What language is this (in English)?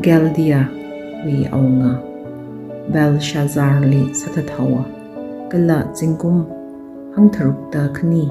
Tangkhul Naga (India)